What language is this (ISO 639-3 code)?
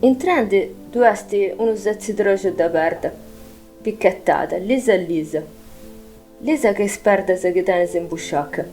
srd